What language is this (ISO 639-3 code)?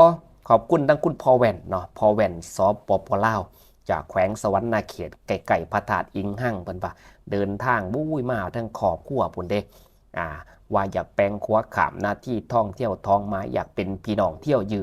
tts